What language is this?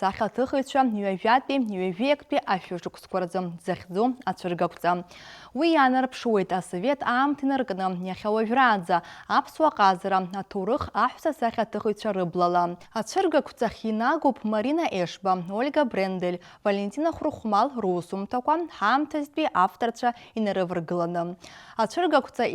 Abkhazian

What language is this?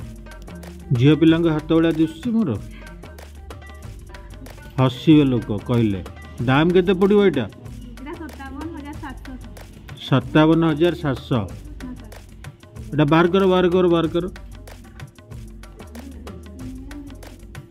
Odia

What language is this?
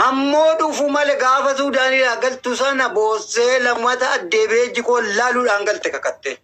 Oromo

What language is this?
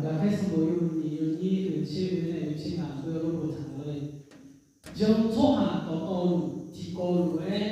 Akha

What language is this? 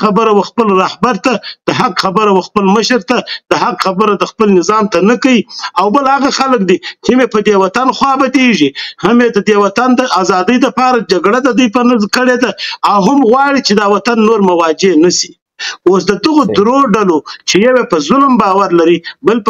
Pashto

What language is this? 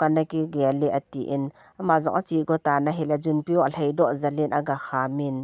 Thado Chin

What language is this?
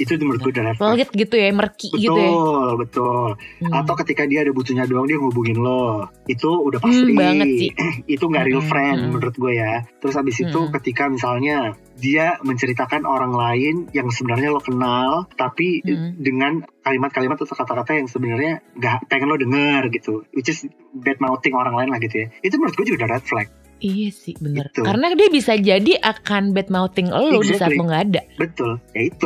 Indonesian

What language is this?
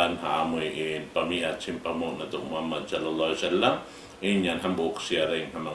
Tausug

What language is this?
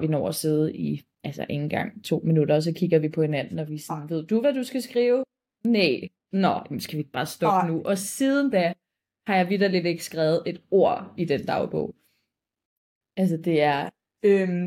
Danish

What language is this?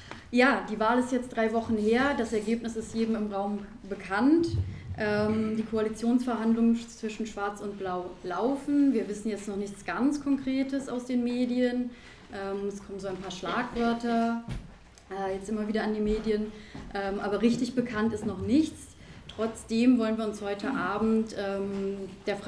German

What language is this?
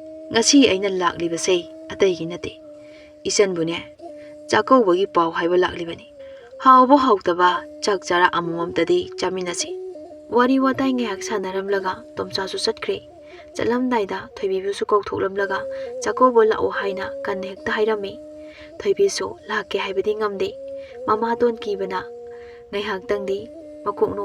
Manipuri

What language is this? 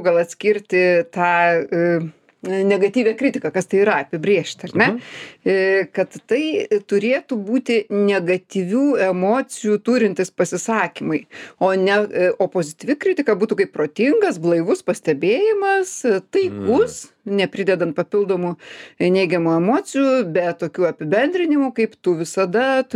Lithuanian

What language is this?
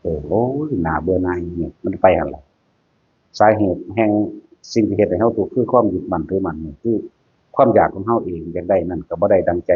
Northeastern Thai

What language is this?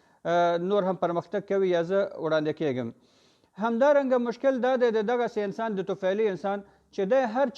Pashto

